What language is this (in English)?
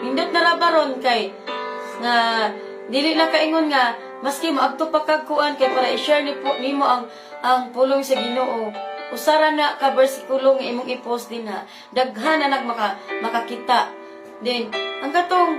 Cebuano